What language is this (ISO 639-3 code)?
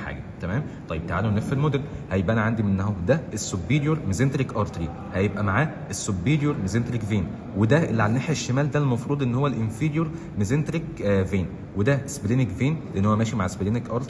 arz